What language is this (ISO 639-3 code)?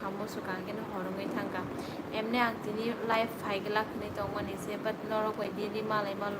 trp